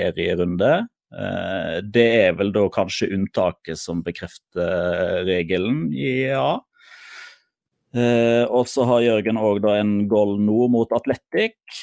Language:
Norwegian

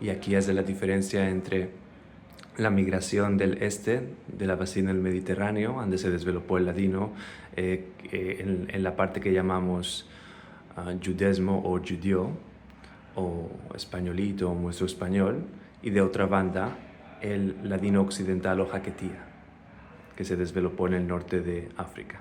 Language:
Ladino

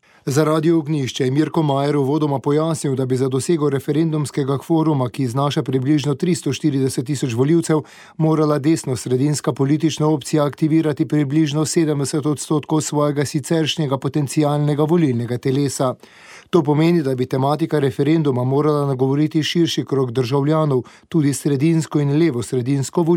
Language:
Slovenian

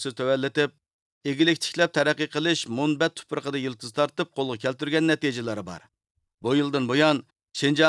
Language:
Uyghur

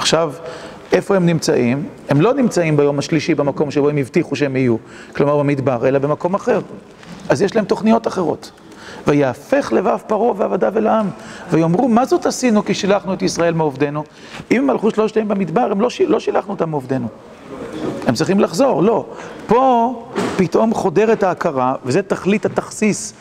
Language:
Hebrew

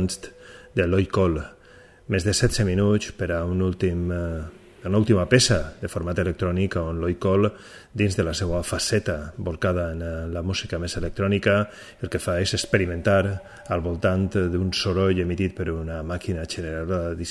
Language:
Catalan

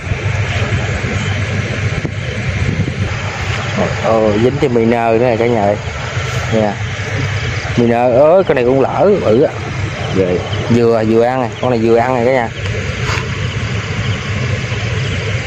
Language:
Vietnamese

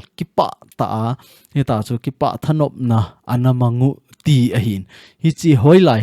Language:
Thado Chin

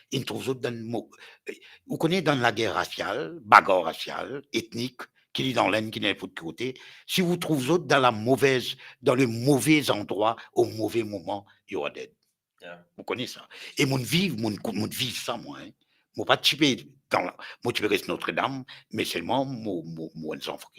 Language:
Morisyen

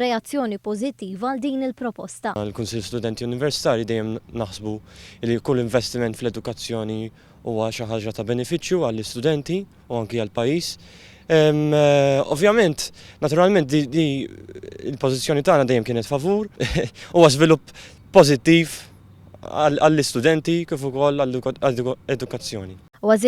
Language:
Maltese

